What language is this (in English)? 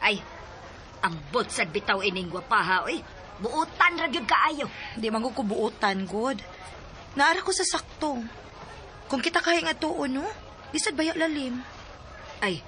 Cebuano